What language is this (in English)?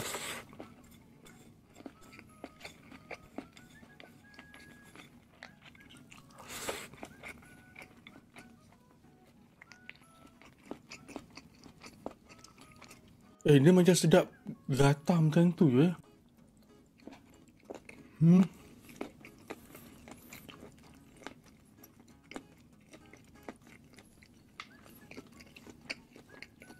Malay